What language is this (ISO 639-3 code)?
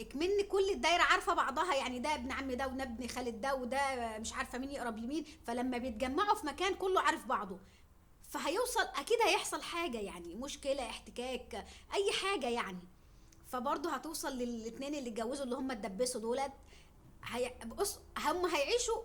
arz